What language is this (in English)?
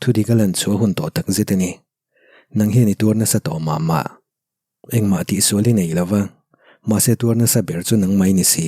Mizo